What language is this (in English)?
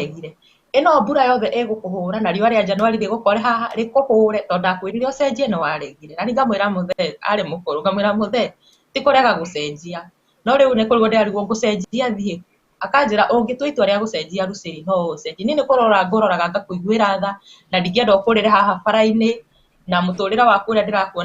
Kikuyu